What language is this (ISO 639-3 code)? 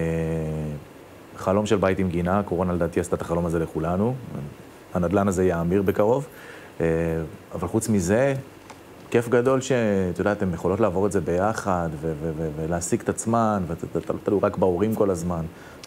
heb